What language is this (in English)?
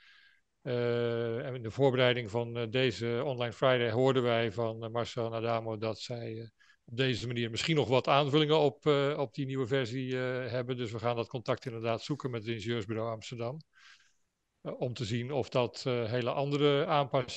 Dutch